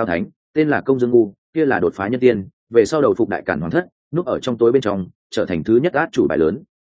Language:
Vietnamese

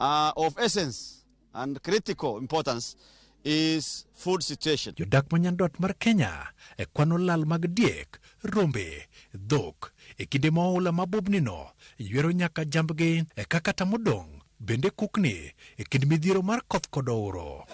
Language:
Luo (Kenya and Tanzania)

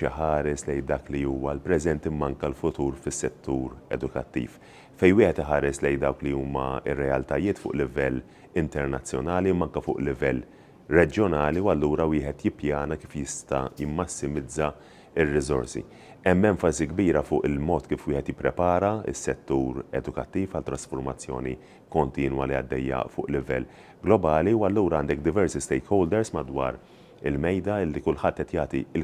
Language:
Maltese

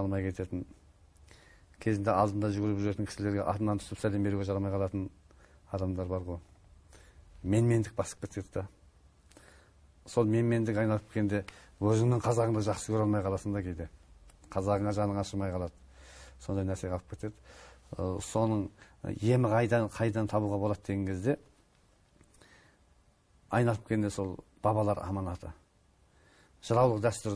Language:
Kazakh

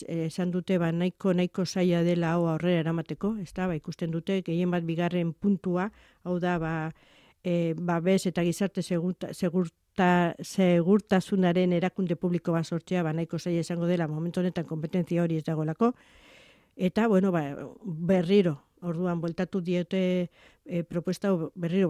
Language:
Basque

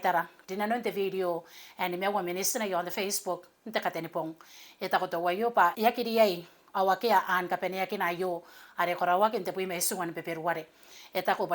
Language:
Gilbertese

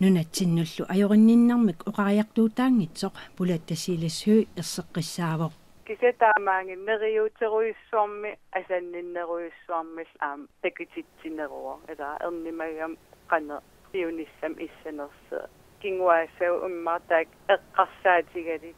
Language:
Kalaallisut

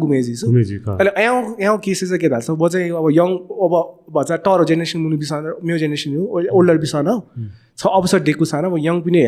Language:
Newari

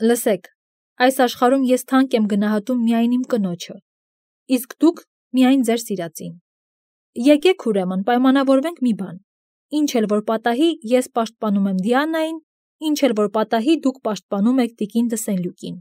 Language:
Armenian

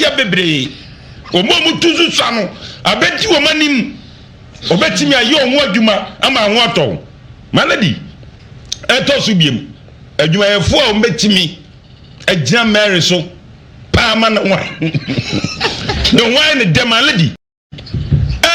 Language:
Akan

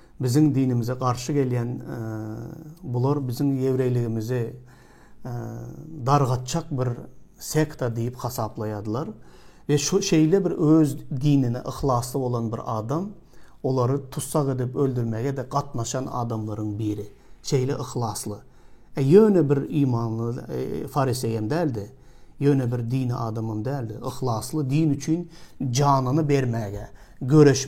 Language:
Turkmen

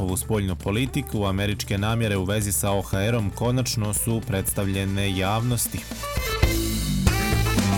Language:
Bosnian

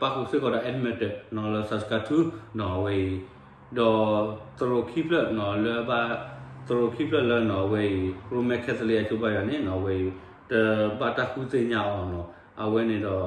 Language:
S'gaw Karen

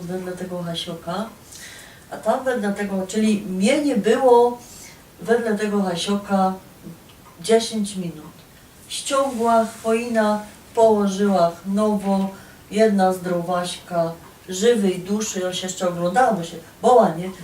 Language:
Silesian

